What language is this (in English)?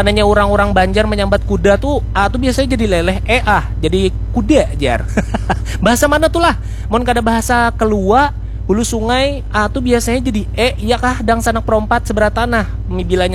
Banjar